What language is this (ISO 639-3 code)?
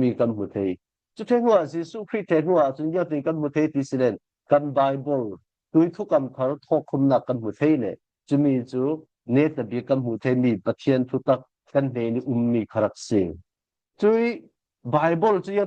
cfm